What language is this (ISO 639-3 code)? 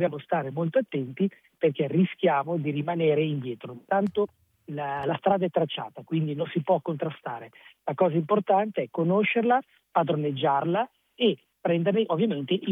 ita